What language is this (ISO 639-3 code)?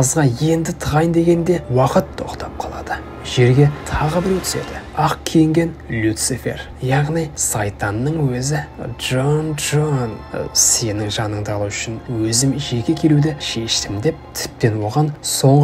kaz